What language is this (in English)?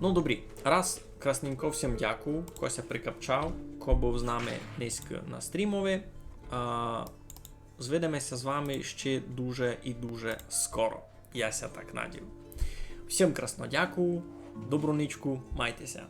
Rusyn